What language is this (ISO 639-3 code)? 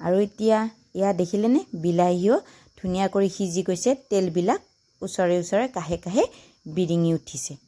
asm